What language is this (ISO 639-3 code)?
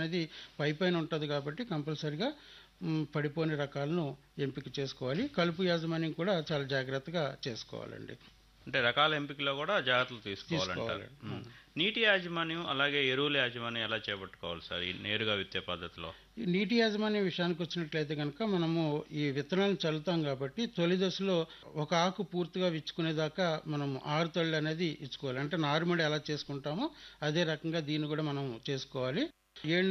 tel